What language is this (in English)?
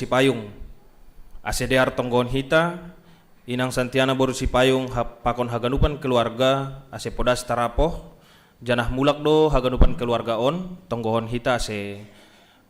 Batak Simalungun